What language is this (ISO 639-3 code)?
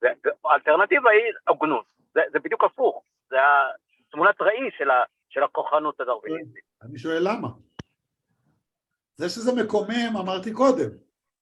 heb